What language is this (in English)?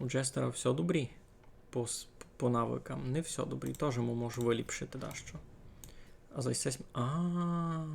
Rusyn